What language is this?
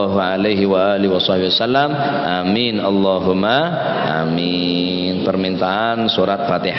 Madurese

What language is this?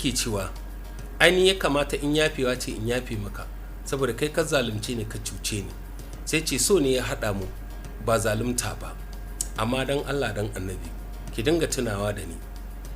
Hausa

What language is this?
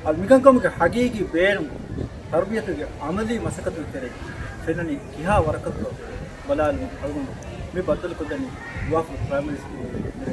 Divehi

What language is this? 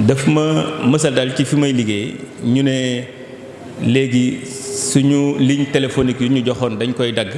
Wolof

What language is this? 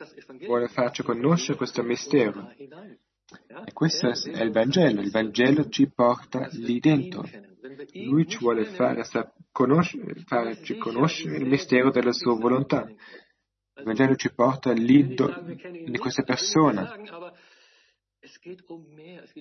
Italian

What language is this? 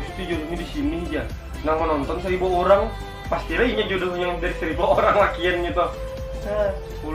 Banjar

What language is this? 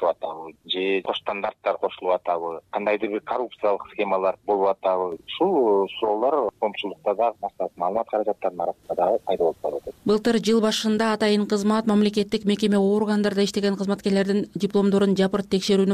Kyrgyz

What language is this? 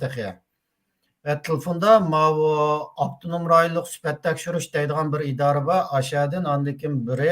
Uyghur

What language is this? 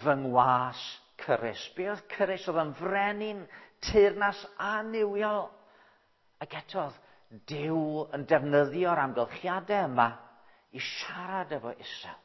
Welsh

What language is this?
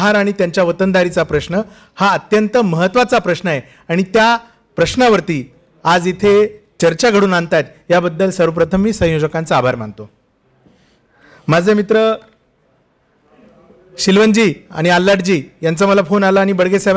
Marathi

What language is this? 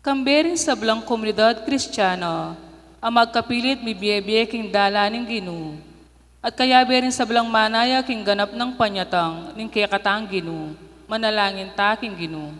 Pampanga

